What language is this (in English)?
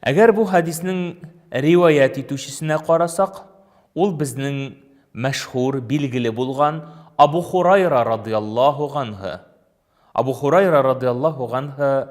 Tatar